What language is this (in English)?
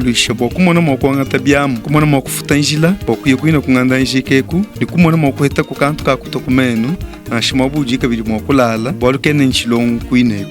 Luba-Lulua